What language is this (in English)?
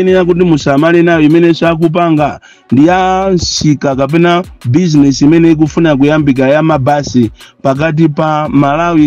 Nyanja